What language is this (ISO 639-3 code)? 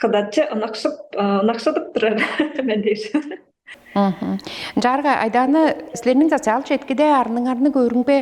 tyv